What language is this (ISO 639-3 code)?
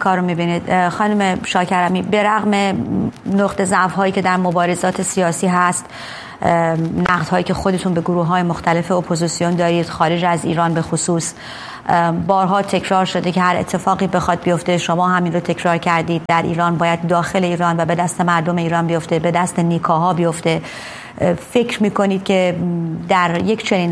fas